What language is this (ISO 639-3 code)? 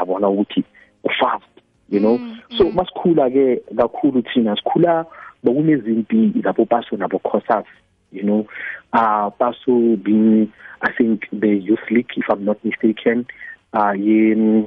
nbl